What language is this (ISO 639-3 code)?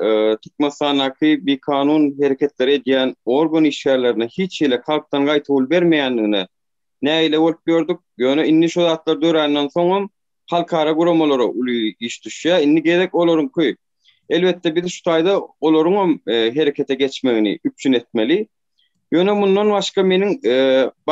tuk